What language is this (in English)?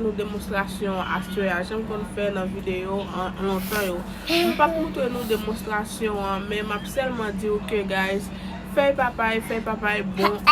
Haitian Creole